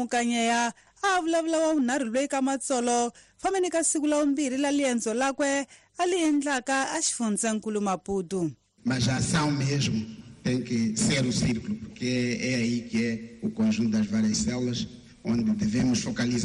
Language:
Tsonga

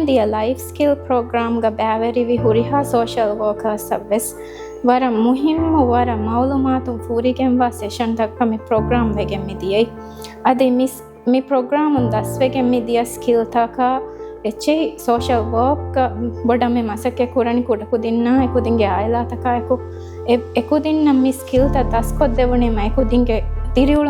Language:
Divehi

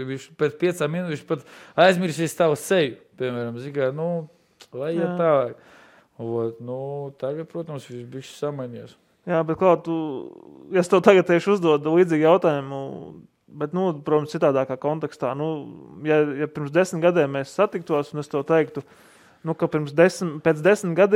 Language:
Latvian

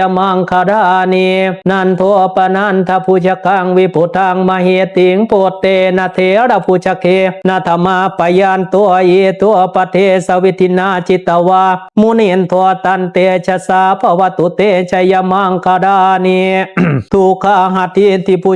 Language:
Pali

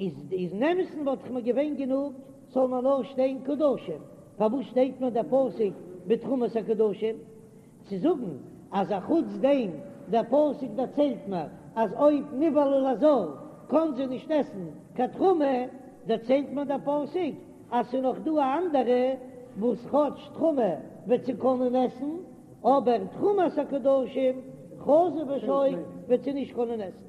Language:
Yiddish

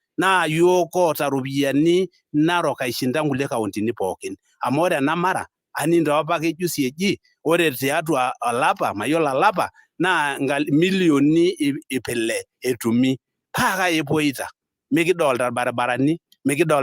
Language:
Masai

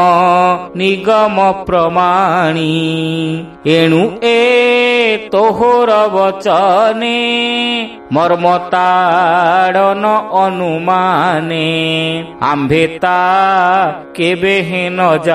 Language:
Odia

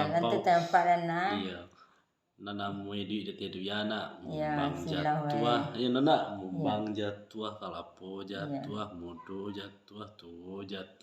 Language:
Minangkabau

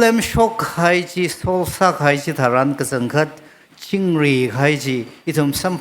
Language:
Tangkhul Naga (India)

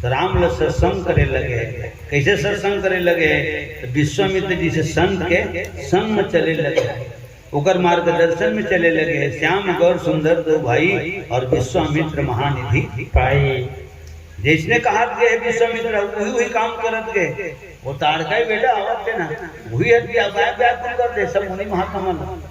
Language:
Chhattisgarhi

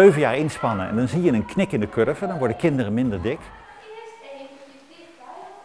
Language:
Dutch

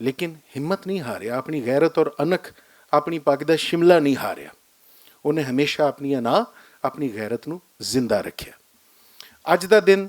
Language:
Western Panjabi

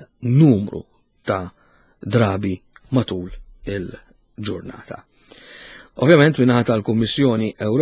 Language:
Maltese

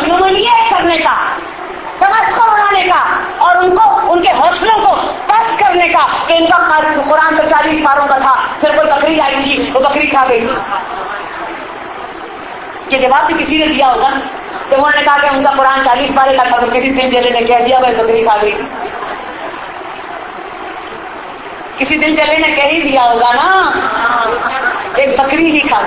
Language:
Urdu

